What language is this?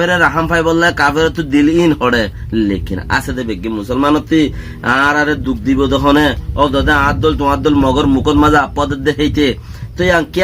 Rohingya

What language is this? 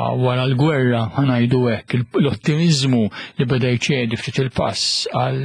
Maltese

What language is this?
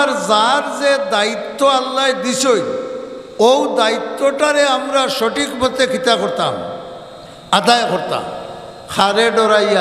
Sylheti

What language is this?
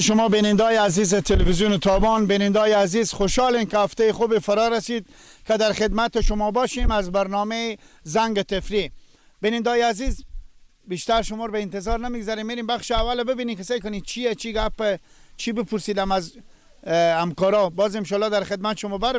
Persian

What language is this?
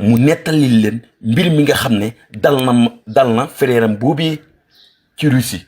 Wolof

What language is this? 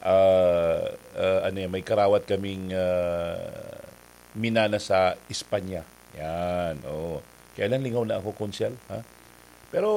Bikol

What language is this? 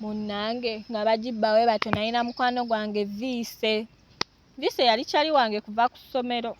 Ganda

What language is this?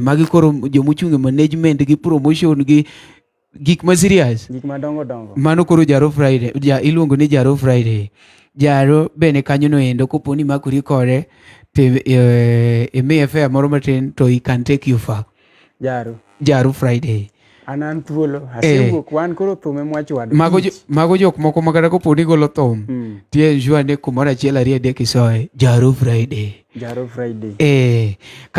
Luo (Kenya and Tanzania)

